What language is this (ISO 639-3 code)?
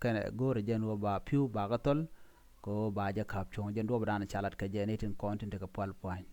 nus